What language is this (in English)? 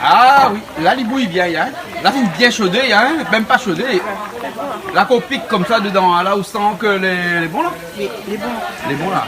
Réunion Creole French